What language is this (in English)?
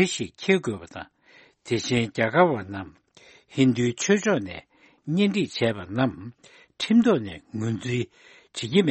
Tibetan